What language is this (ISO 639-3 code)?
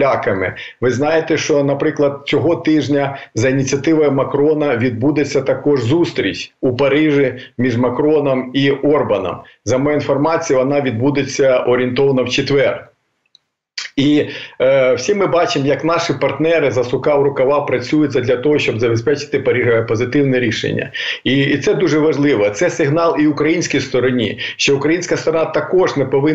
ukr